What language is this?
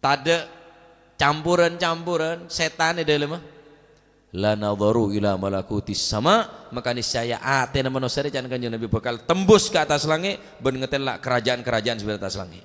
Madurese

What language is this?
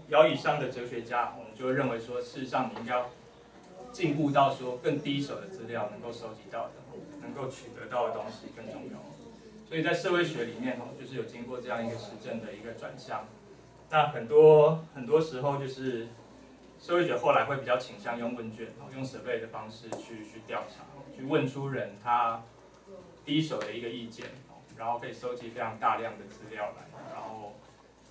Chinese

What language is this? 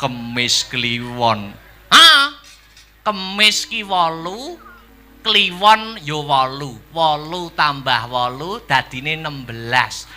Javanese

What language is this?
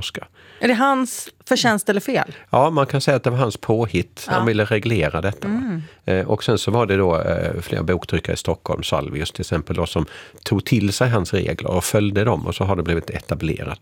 Swedish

